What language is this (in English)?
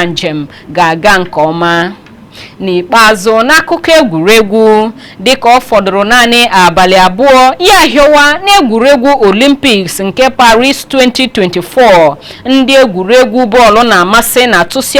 Igbo